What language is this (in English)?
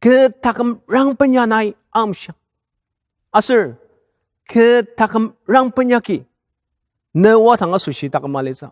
Ao Naga